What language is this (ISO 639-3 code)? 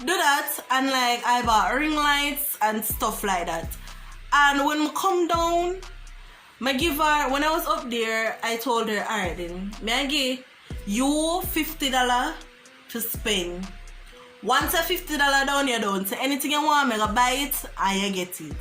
jam